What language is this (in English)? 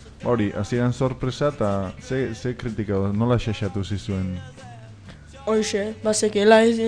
Basque